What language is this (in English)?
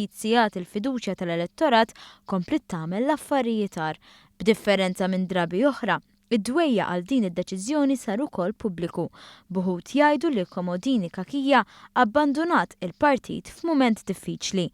Maltese